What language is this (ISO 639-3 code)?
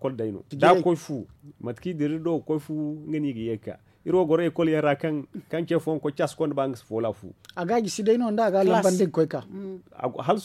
dje